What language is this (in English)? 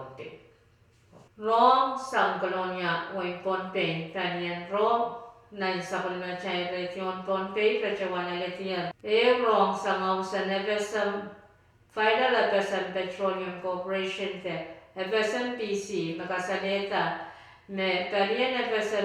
Pohnpeian